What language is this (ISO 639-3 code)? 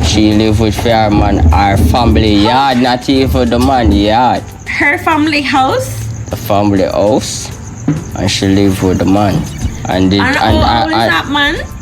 jam